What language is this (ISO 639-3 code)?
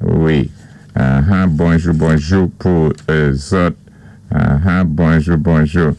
acf